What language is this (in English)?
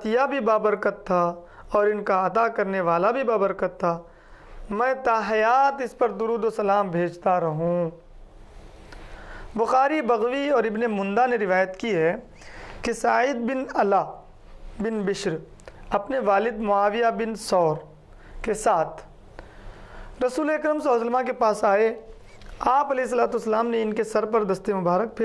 Urdu